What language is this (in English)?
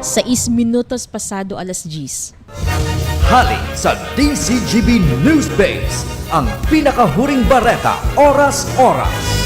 Bikol